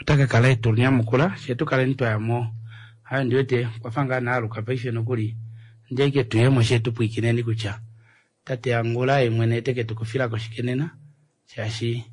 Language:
Kuanyama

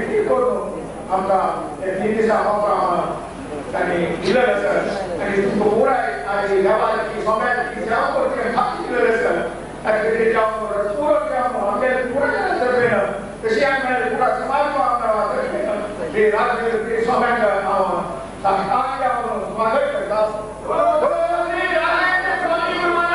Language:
Konkani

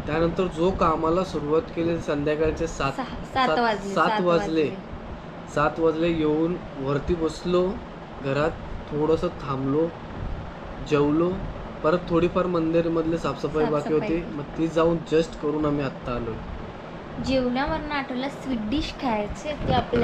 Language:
Marathi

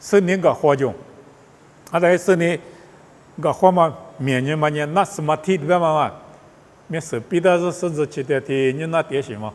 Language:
Lisu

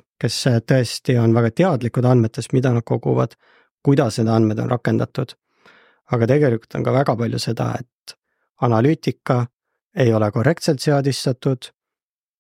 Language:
Estonian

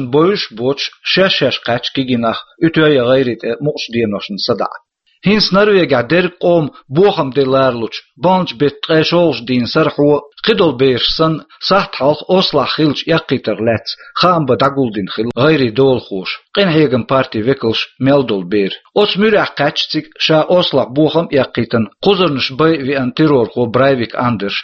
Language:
Chechen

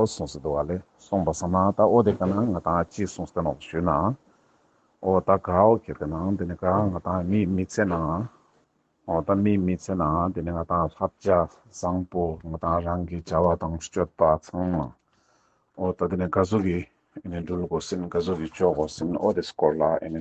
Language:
Ladakhi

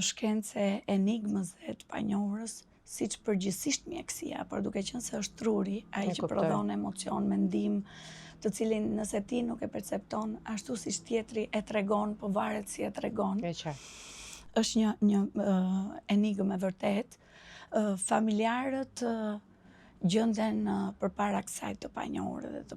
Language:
Albanian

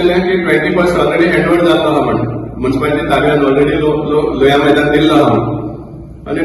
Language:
Konkani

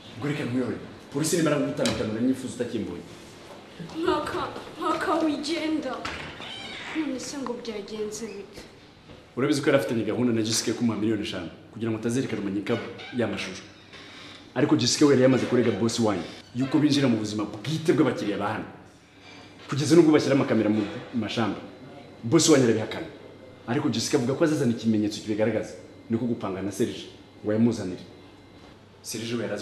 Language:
Kinyarwanda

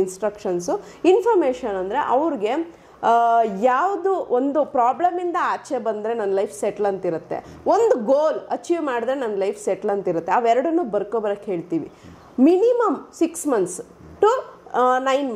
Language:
Kannada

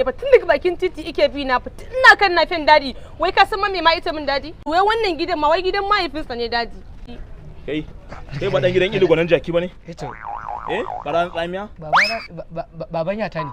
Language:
Hausa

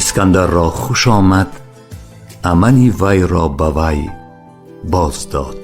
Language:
Tajik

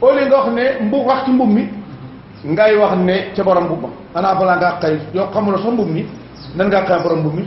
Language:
Wolof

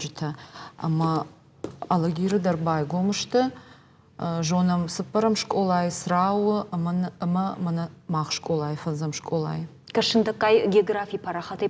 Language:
Ossetic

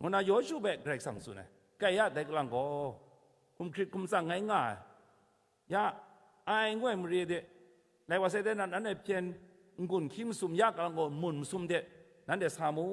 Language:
Kachin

